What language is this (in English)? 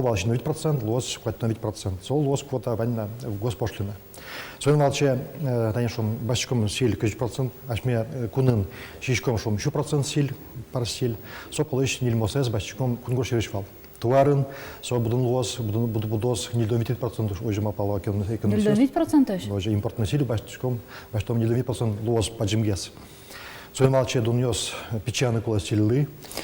Udmurt